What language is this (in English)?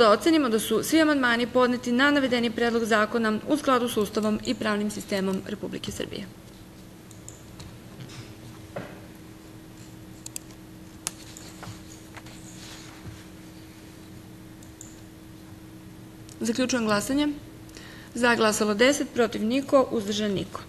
Serbian